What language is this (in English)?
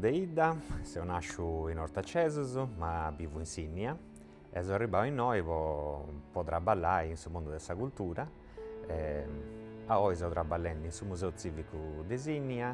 Sardinian